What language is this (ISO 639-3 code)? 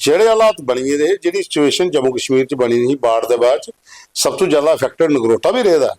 doi